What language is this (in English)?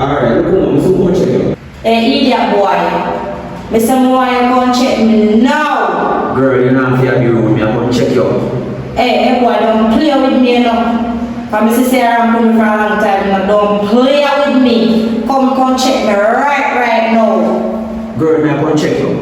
Jamaican Creole English